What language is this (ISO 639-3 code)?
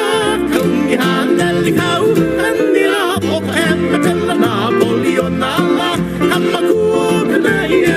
haw